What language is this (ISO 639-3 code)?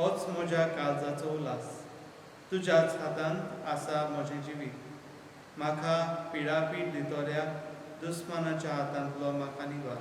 kok